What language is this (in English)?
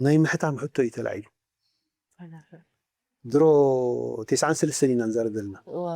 Tigrinya